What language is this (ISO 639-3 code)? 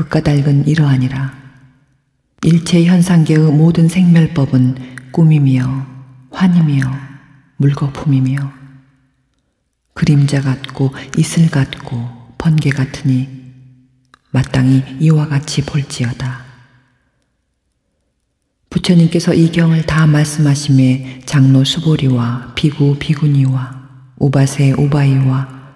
kor